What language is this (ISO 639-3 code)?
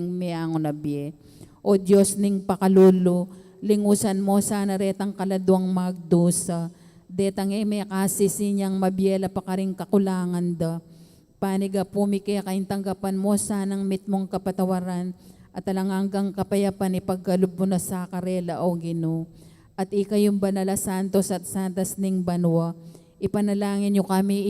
pam